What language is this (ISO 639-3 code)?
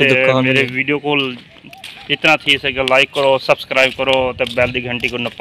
skr